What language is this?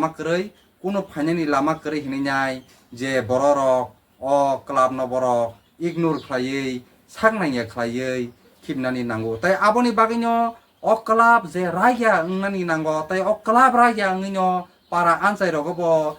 Kok Borok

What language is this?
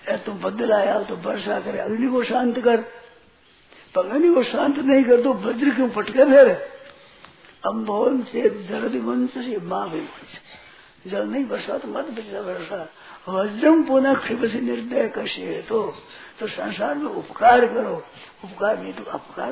Hindi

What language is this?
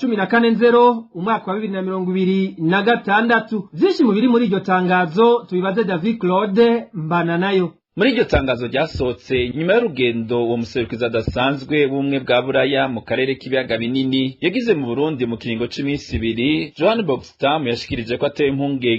Rundi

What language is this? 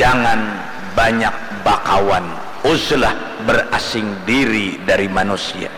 Banjar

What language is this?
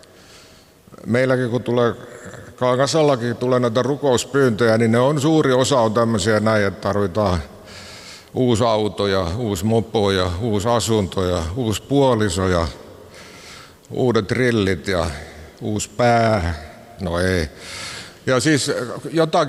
Finnish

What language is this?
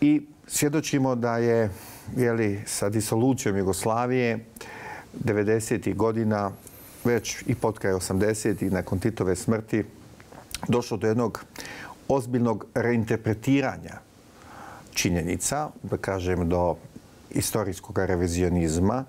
Bosnian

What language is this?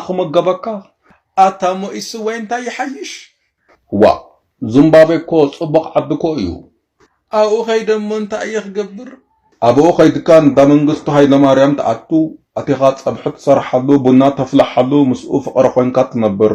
Tigrinya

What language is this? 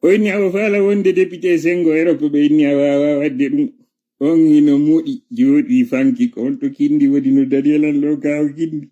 Fula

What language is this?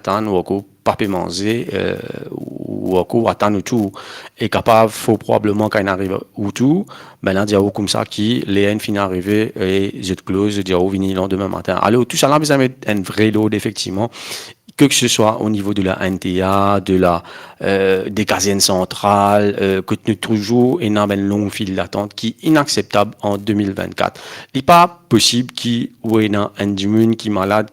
Morisyen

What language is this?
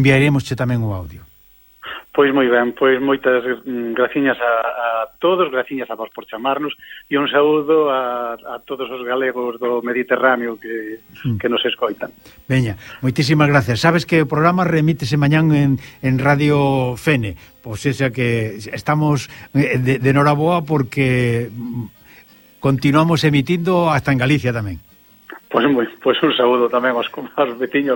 Galician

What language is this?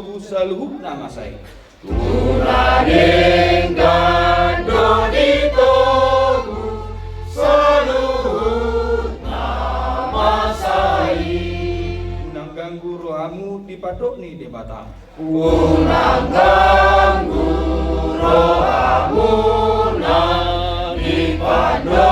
Batak Toba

